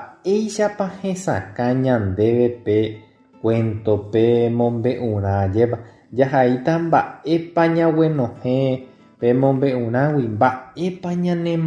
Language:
Guarani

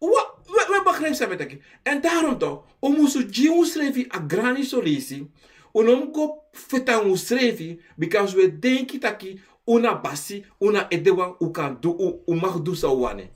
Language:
Sranan Tongo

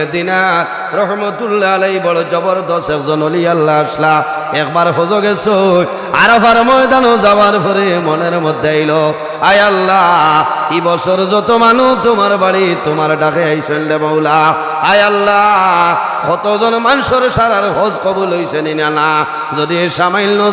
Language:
Sylheti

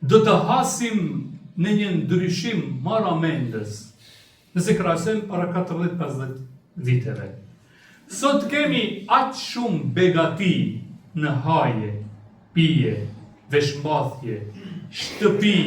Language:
Albanian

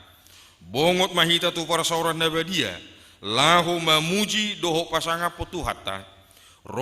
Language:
Batak Toba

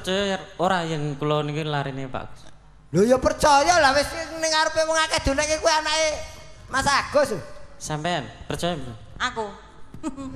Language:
Javanese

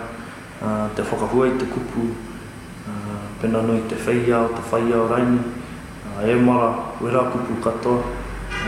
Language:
Māori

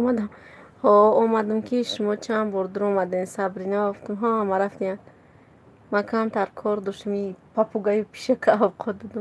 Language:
Tajik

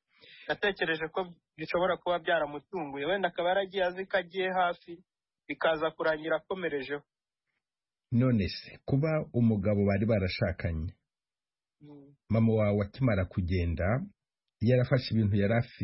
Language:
Kinyarwanda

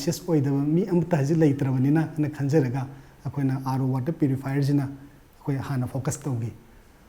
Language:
Manipuri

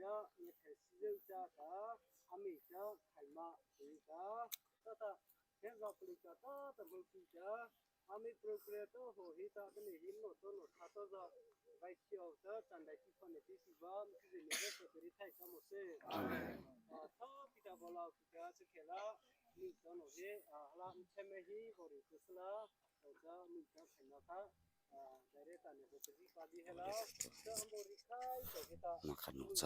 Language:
Mara Chin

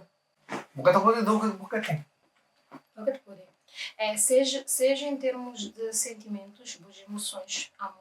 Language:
Kabuverdianu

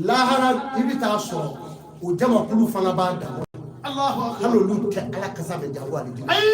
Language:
Bambara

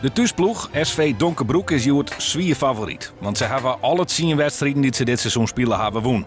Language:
Western Frisian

